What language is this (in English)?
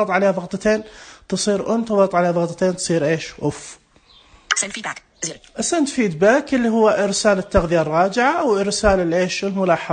Najdi Arabic